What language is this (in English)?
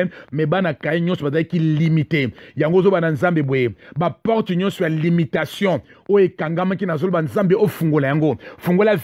Lingala